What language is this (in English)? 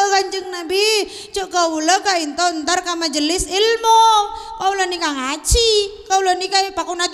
Madurese